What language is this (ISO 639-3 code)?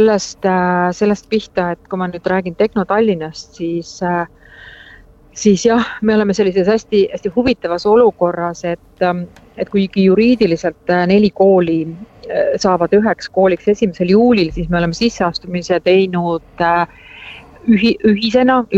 est